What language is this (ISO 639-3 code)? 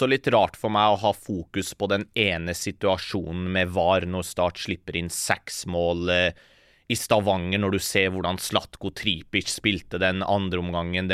nor